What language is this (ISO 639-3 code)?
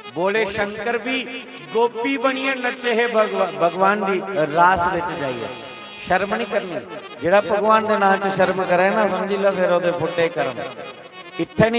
doi